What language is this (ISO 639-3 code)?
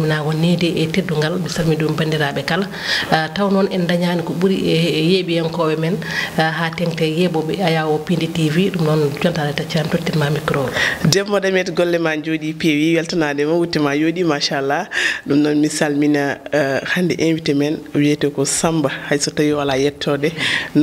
ful